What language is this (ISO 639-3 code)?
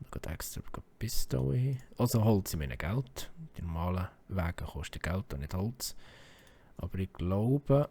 gsw